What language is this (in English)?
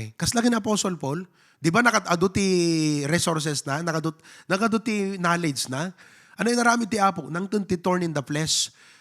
Iloko